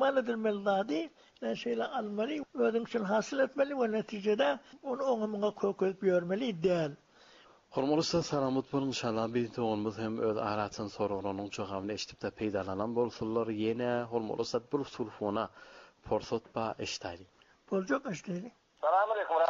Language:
Turkmen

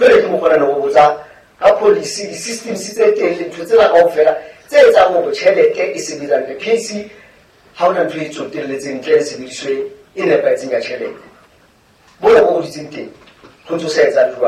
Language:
Southern Sotho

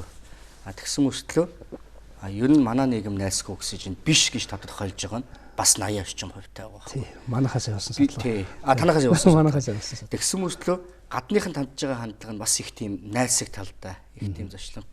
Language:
Mongolian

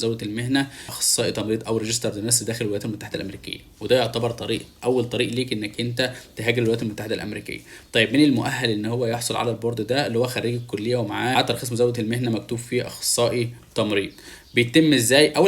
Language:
Egyptian Arabic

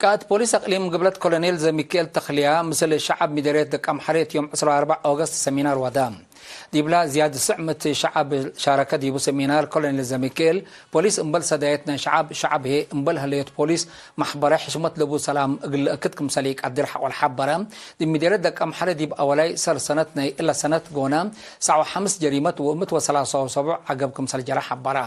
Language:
Tigre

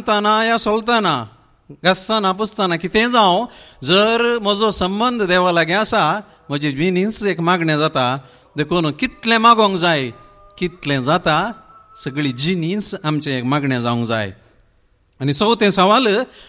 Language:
Konkani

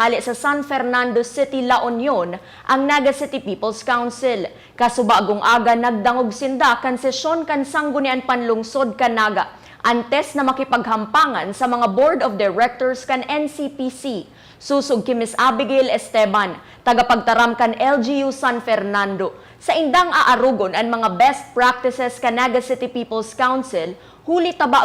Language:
Bikol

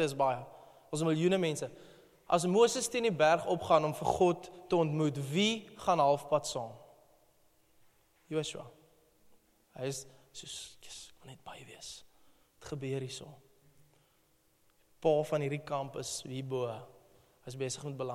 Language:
Afrikaans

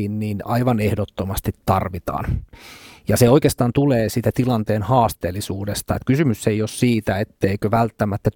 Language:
Finnish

